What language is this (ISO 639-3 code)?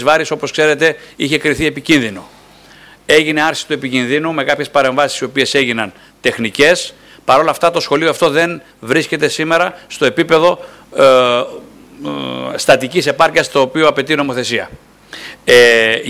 ell